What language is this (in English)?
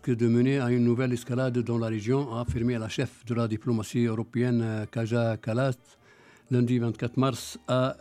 French